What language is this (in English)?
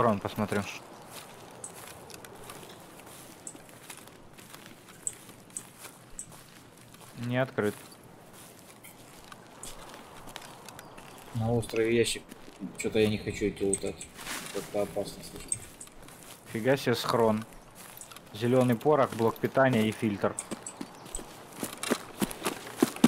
Russian